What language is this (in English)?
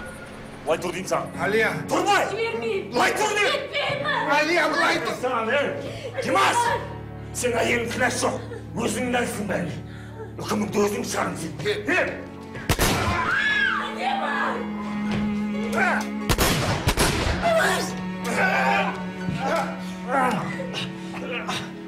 Kazakh